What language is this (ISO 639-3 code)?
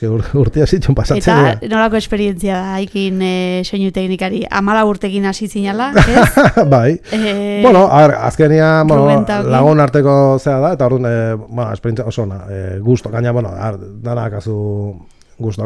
eus